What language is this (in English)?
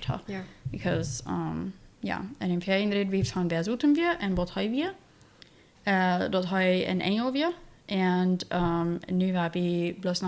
Plautdietsch